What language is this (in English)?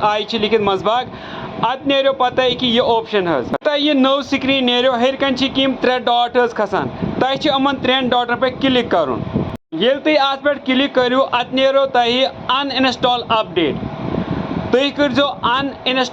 Kashmiri